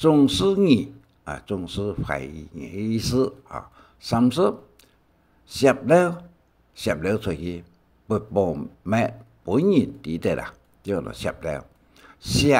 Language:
Hakka Chinese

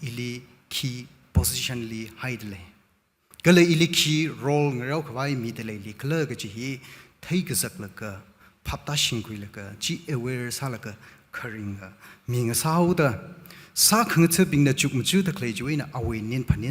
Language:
Tangkhul Naga (India)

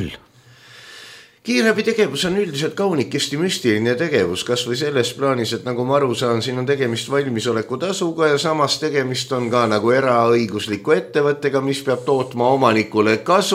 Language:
Estonian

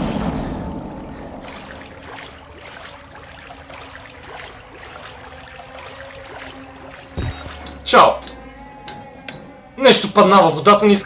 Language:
Bulgarian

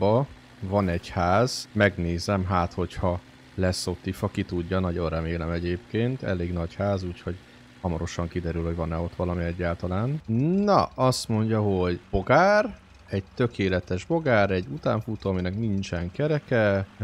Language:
Hungarian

